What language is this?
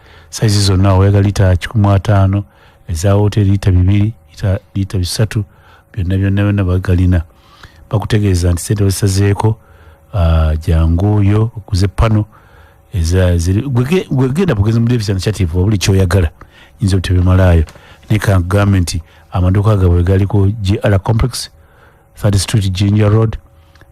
Ganda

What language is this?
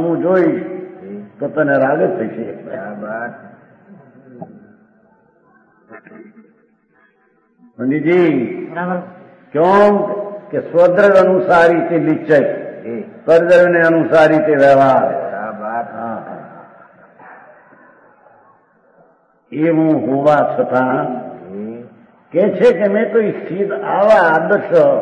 Gujarati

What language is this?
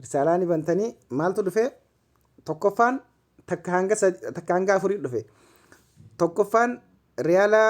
Oromo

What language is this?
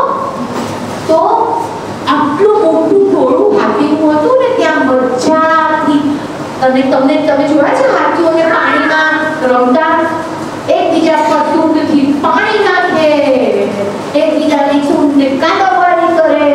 Gujarati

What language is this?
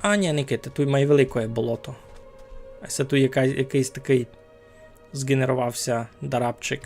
Rusyn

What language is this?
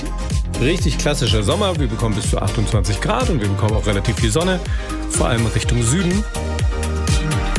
German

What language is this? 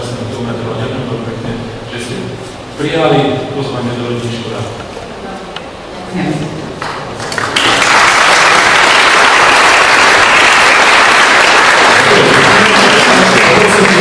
Slovak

